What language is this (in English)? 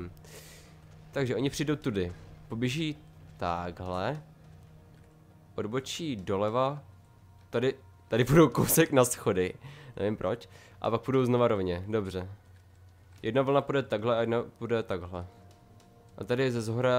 Czech